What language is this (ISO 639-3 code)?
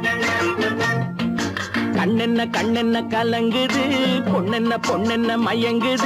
tam